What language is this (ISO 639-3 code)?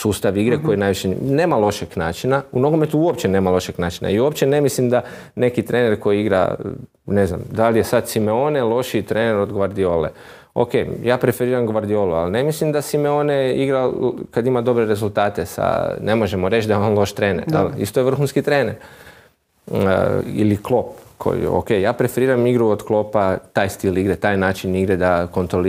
hrv